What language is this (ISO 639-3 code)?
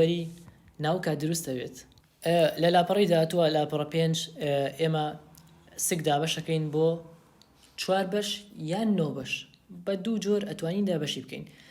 ckb